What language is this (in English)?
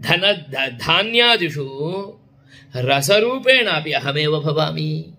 Sanskrit